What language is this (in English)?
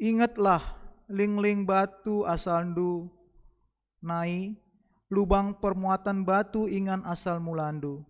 Batak Karo